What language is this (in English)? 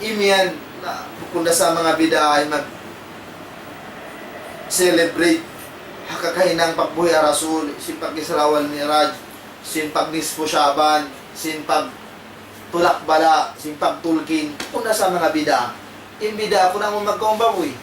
Tausug